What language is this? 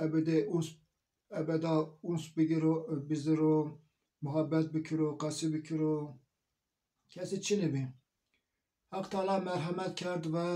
Zaza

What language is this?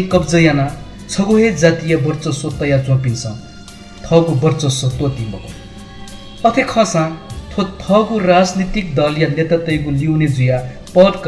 Newari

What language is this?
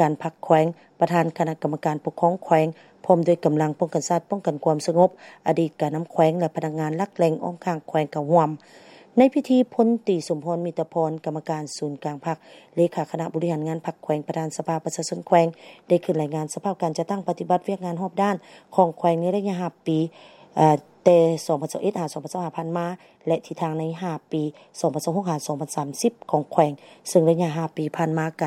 Lao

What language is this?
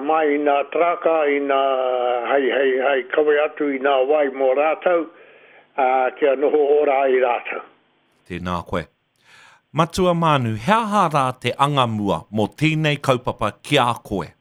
Māori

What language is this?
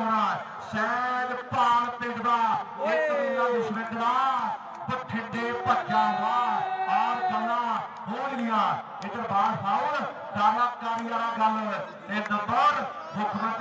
Punjabi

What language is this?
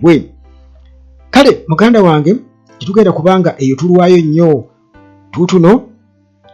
Ganda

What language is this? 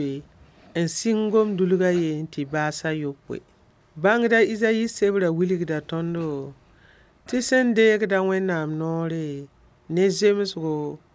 Mossi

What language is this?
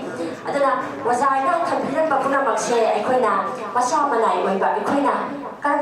Manipuri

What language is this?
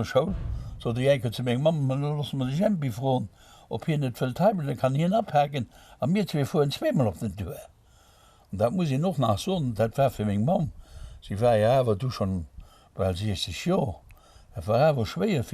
Luxembourgish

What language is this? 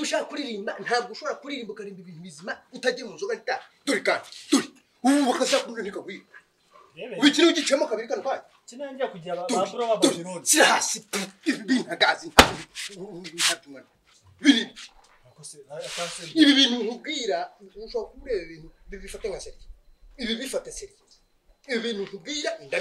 Kinyarwanda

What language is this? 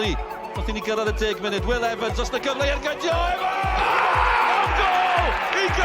Welsh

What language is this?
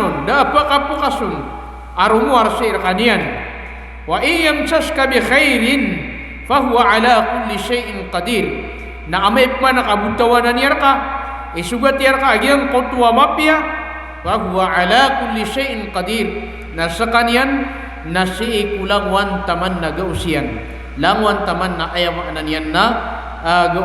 Maranao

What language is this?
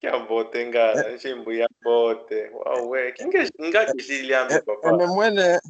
Kimbundu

